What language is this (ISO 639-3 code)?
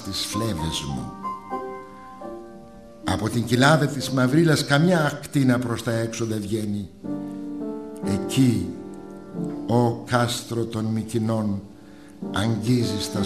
ell